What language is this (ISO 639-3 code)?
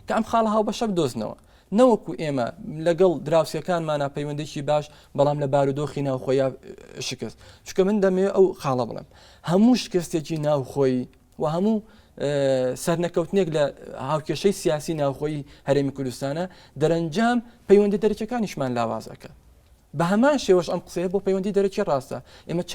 ckb